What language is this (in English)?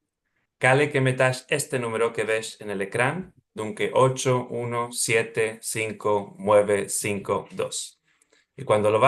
Ladino